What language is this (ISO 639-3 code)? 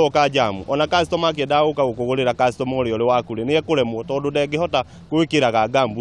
kik